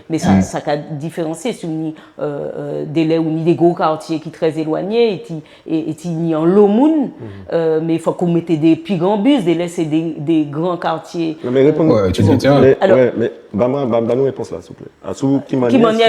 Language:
Guadeloupean Creole French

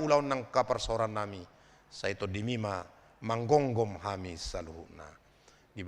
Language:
Batak Toba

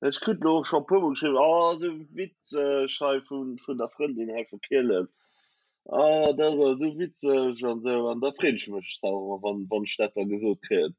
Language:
Luxembourgish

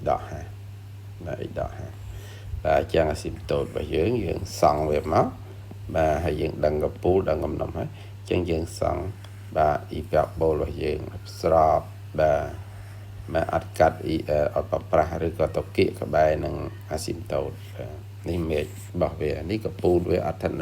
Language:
Khmer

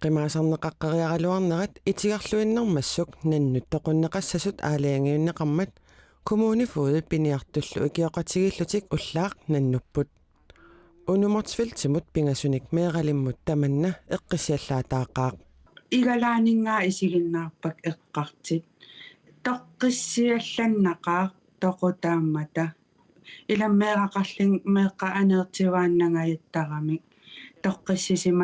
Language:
Kalaallisut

